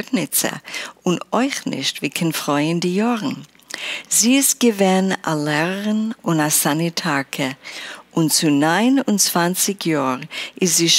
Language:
Yiddish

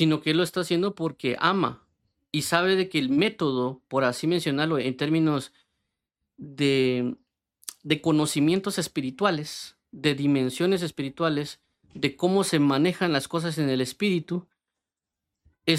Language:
Spanish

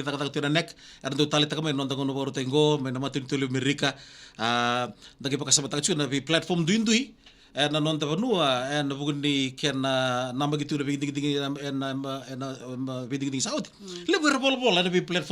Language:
Fijian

